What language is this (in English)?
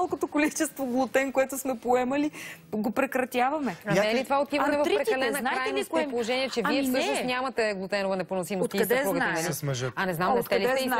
Bulgarian